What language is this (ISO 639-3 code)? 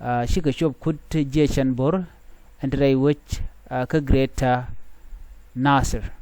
nus